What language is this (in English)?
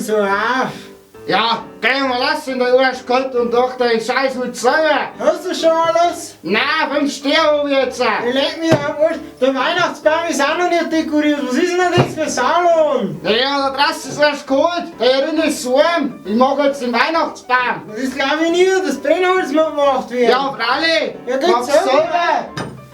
Bavarian